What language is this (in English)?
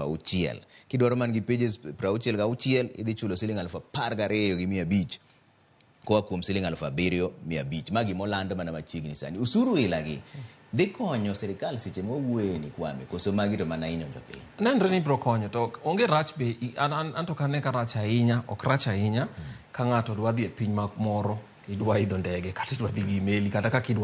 Luo (Kenya and Tanzania)